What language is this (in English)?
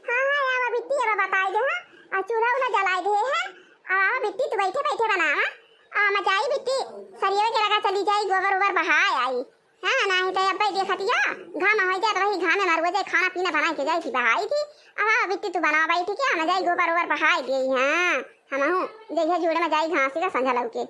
Awadhi